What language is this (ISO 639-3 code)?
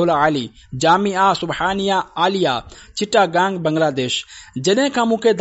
snd